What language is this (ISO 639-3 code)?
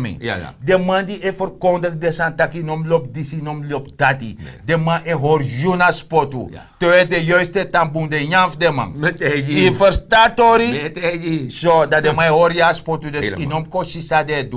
srn